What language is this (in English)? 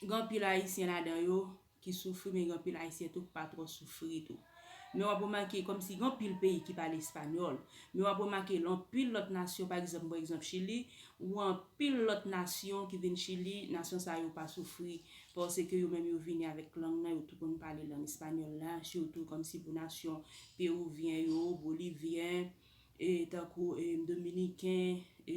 Haitian Creole